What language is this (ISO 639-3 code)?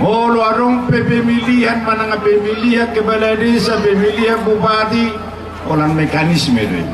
bbc